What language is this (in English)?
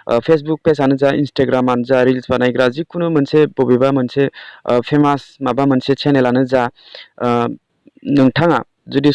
Bodo